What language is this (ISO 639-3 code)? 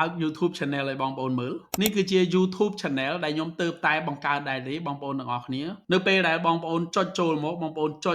khm